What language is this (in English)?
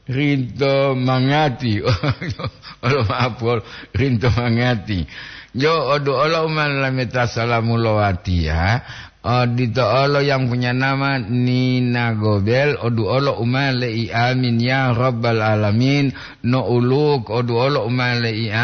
Gorontalo